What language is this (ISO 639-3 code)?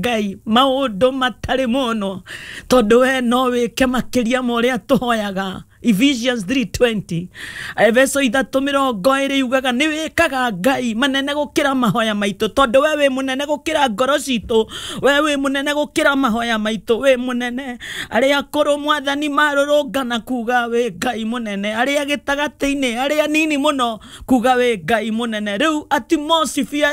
kik